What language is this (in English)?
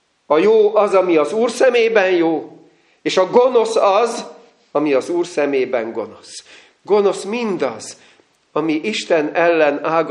Hungarian